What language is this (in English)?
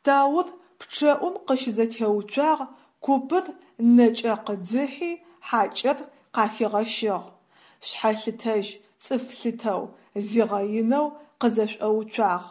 Adyghe